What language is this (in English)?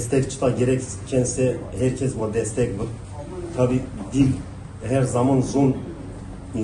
Zaza